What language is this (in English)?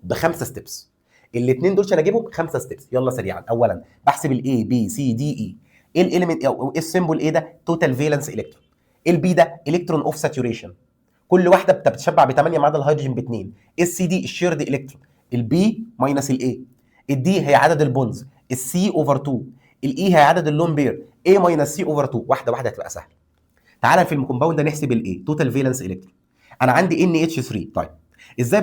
Egyptian Arabic